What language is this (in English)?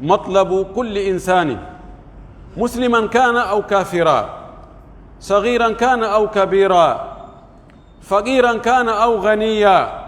Pular